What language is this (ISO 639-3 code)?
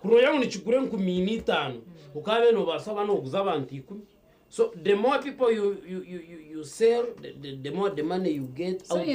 nyn